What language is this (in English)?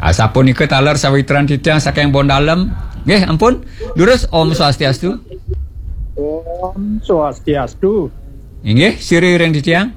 Balinese